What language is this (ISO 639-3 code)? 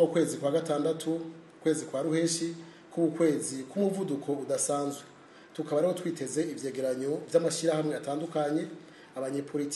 run